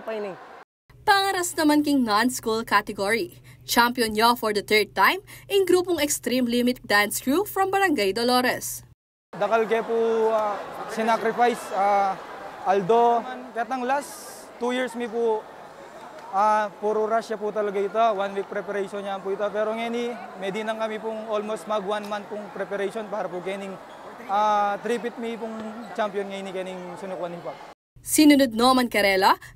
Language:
Pampanga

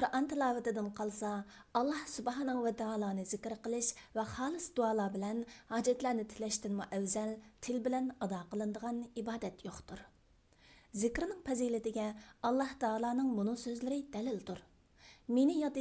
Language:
Uyghur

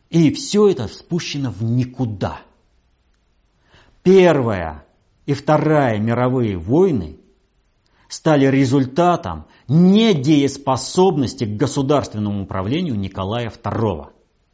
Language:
Russian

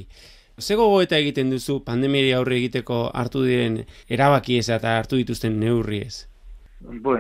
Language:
Basque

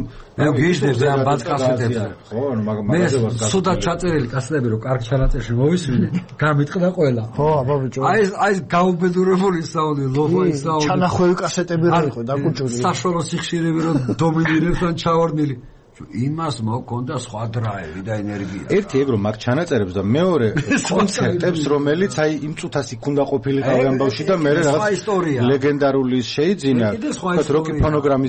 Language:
Georgian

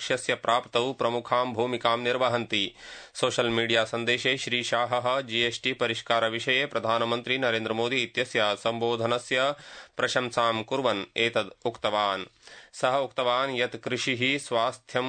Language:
Sanskrit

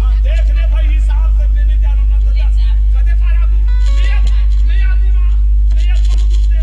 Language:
Chhattisgarhi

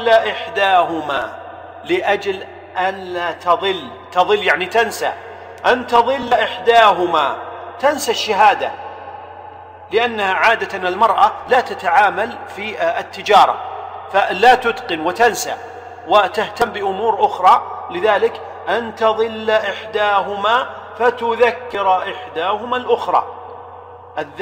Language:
Arabic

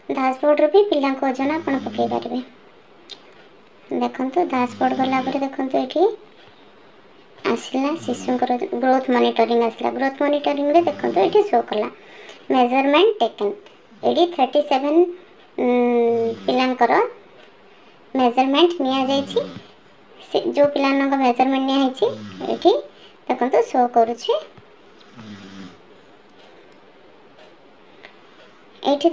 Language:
Odia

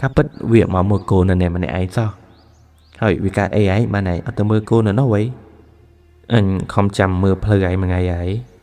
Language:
Khmer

